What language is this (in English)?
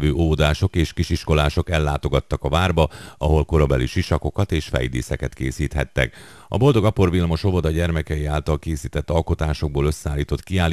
Hungarian